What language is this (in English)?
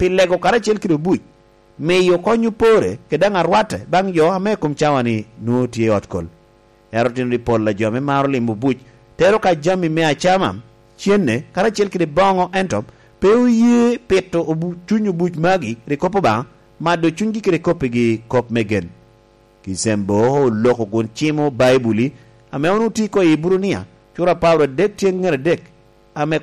Lango (Uganda)